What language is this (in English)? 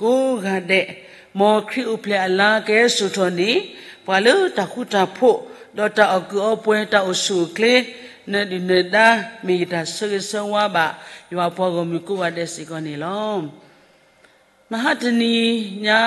S'gaw Karen